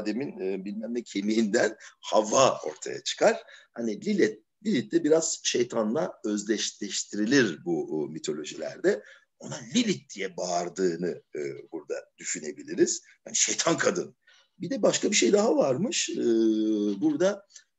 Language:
Turkish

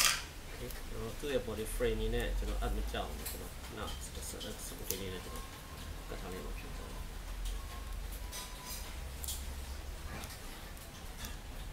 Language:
Burmese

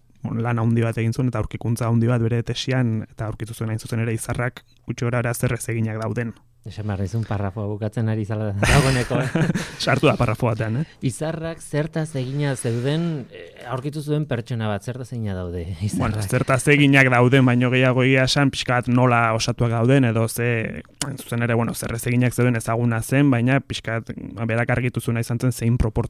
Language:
Basque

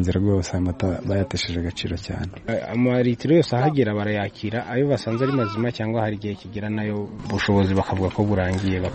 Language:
Kinyarwanda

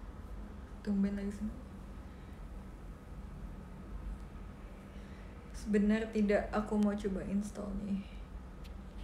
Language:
Indonesian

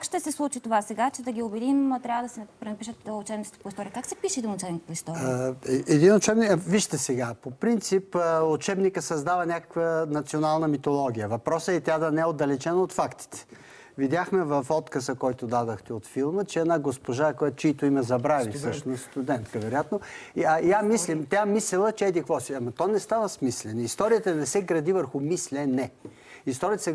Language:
Bulgarian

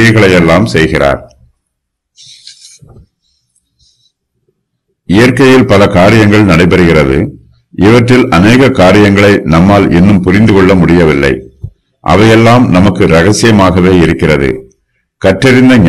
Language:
Tamil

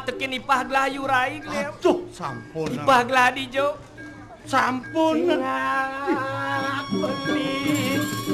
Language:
Balinese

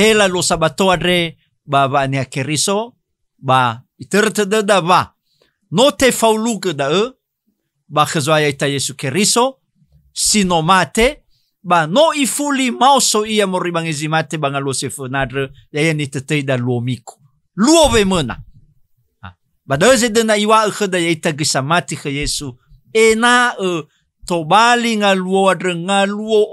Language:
Nias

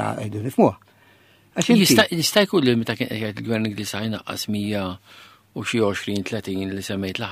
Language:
Maltese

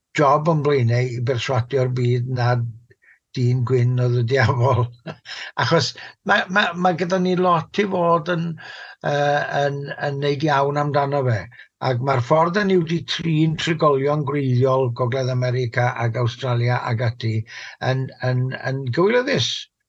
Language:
Welsh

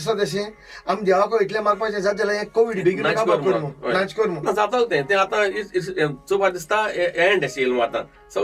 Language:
Konkani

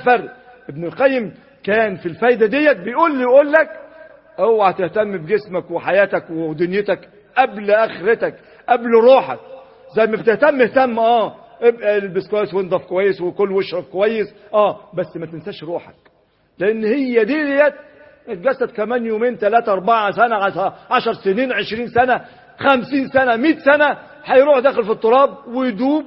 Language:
Egyptian Arabic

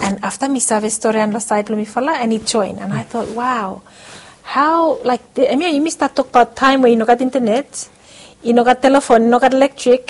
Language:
Bislama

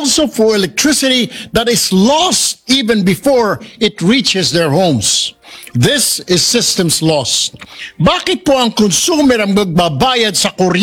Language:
Filipino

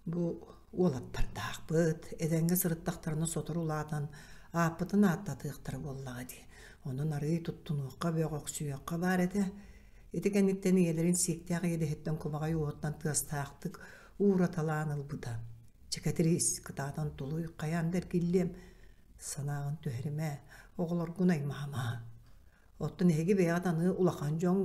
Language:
Yakut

